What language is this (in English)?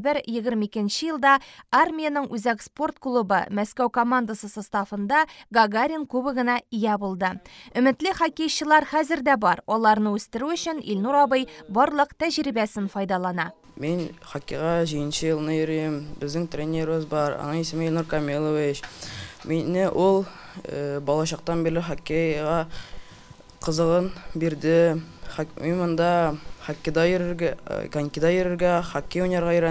Tatar